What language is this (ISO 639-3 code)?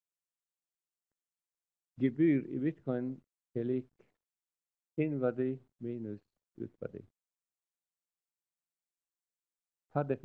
nor